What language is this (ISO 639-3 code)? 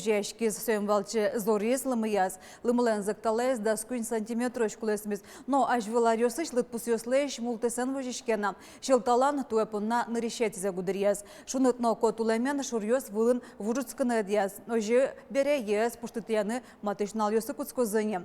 udm